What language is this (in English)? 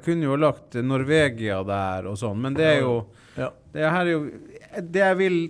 Norwegian